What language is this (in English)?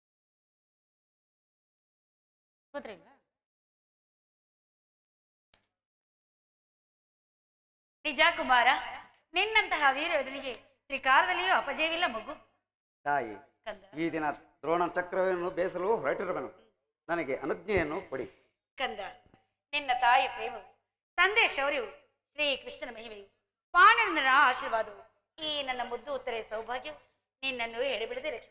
Kannada